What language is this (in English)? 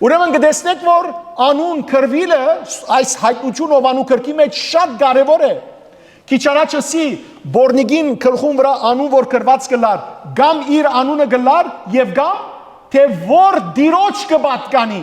Western Armenian